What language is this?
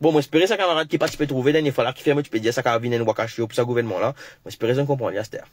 Morisyen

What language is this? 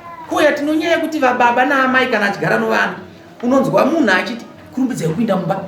Shona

